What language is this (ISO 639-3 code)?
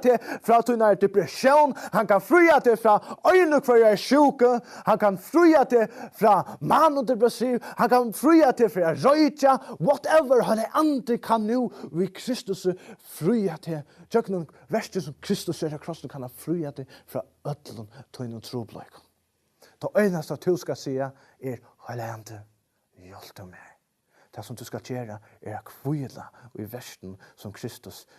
fao